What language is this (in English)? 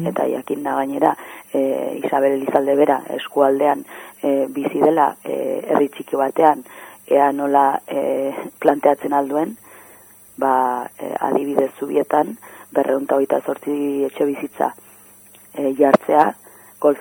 Basque